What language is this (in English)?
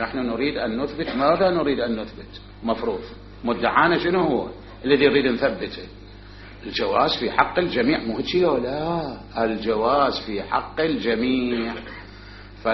Mesopotamian Arabic